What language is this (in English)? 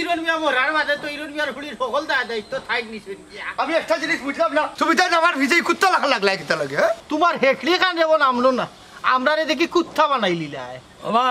Sylheti